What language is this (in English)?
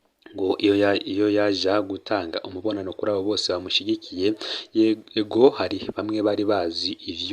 Rundi